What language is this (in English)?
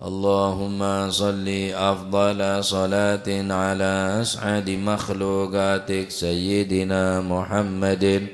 Madurese